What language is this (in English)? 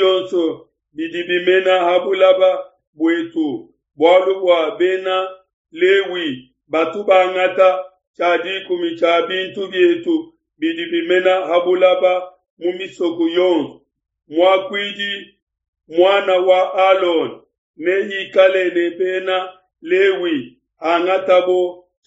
Luba-Lulua